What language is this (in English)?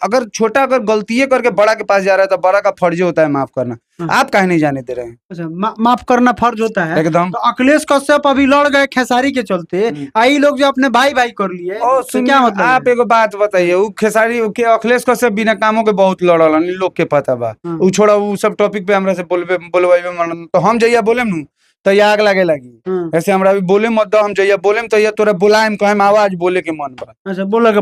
Bhojpuri